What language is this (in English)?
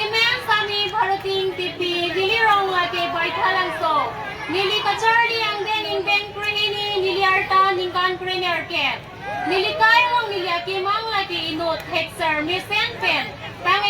Karbi